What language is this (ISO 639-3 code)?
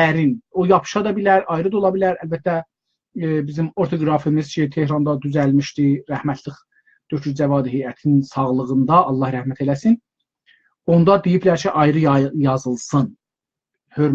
azb